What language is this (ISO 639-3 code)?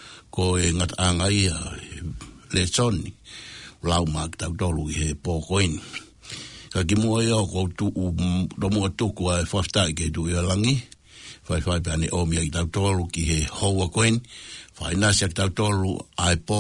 ton